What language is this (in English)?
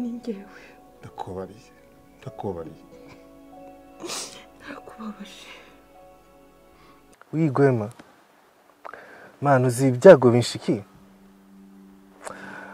Kinyarwanda